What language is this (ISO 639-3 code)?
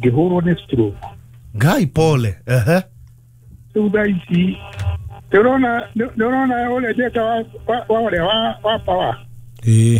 kik